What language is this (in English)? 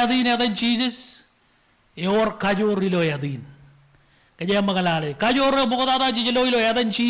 Marshallese